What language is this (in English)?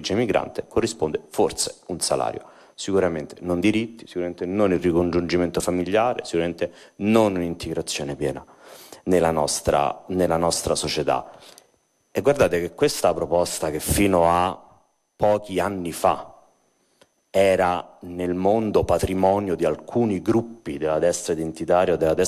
Italian